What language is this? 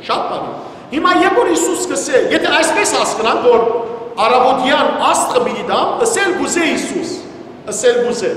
Western Armenian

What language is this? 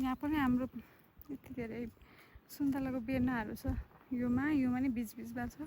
Nepali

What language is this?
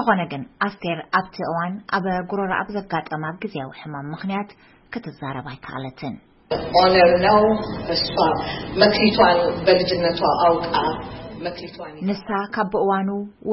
Tigrinya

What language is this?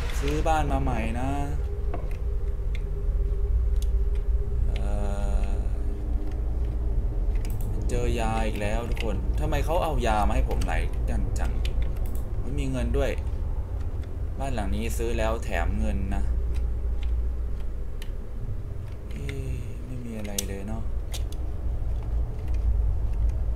Thai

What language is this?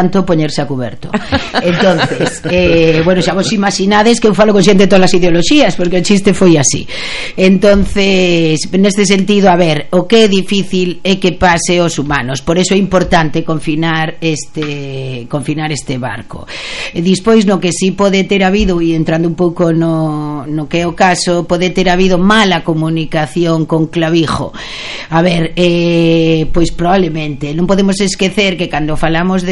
Galician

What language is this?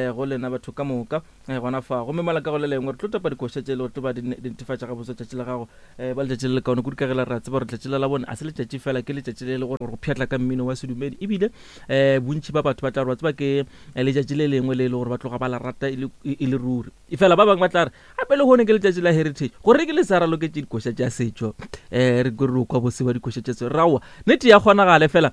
Northern Sotho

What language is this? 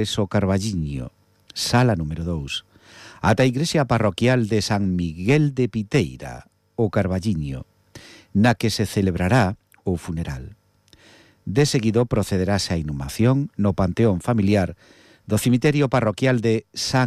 Galician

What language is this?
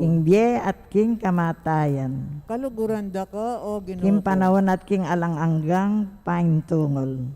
Pampanga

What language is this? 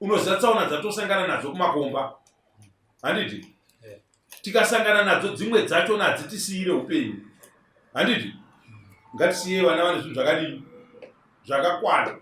Shona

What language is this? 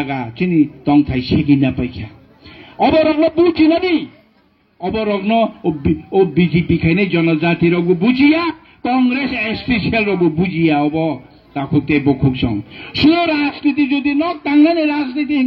Kok Borok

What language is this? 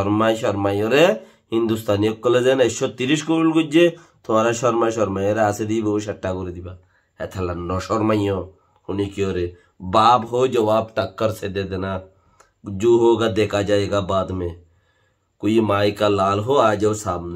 Rohingya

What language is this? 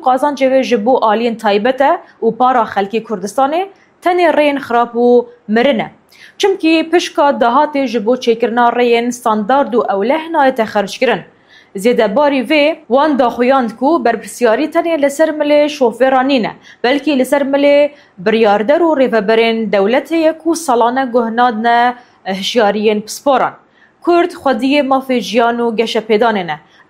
Kurdish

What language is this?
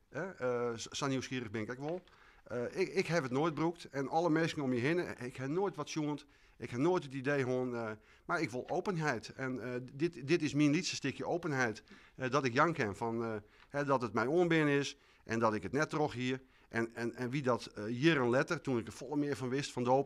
Western Frisian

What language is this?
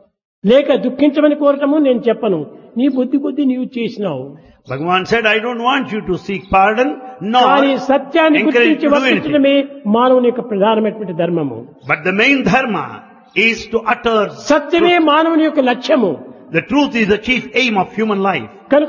Telugu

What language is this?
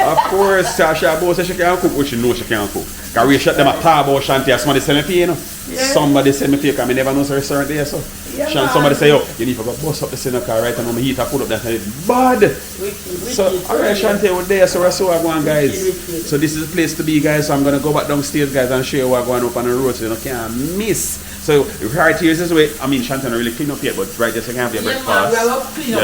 Jamaican Creole English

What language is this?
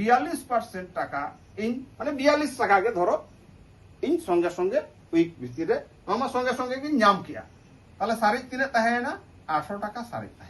Santali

